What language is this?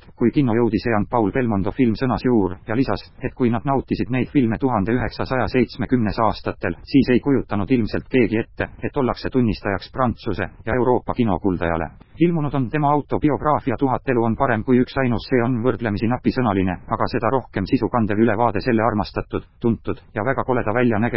Estonian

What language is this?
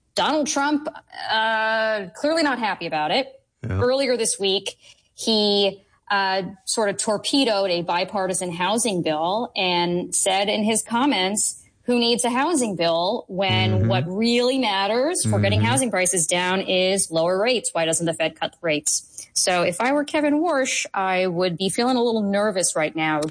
English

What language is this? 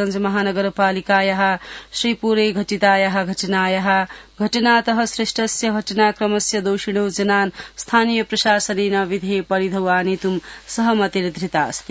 Sanskrit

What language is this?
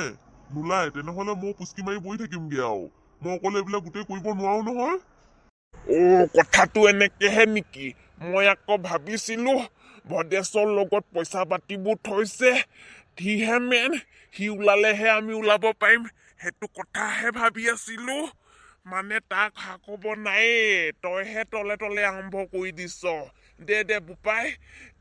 Assamese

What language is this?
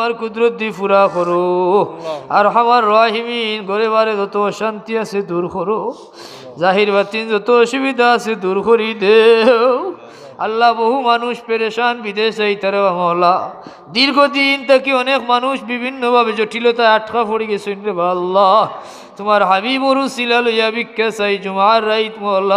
Sylheti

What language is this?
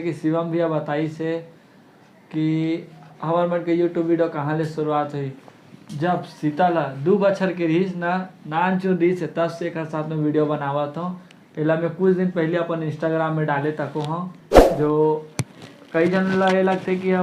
Chhattisgarhi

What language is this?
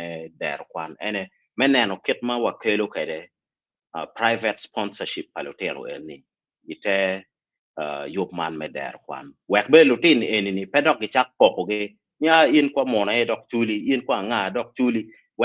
Acoli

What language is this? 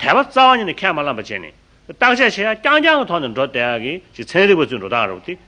Tibetan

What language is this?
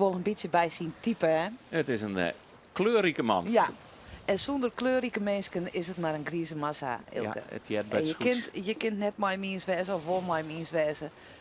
Western Frisian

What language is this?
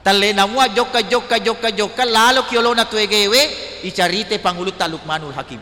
Buginese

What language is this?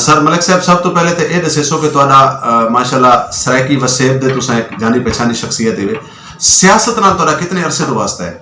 Western Panjabi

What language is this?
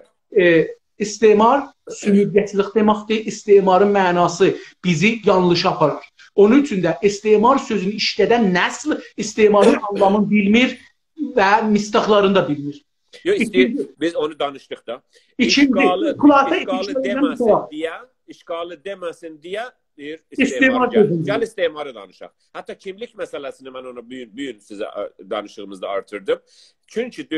South Azerbaijani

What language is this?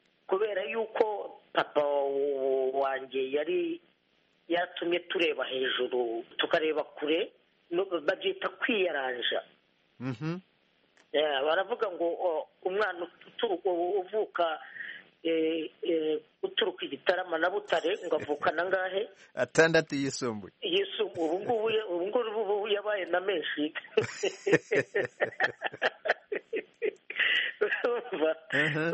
Kinyarwanda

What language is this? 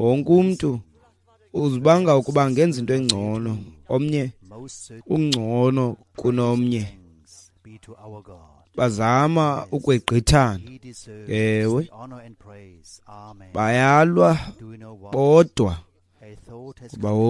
Xhosa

